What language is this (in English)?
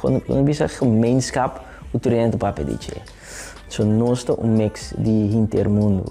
Papiamento